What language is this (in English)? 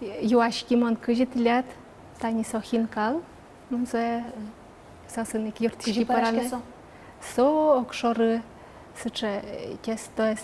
Udmurt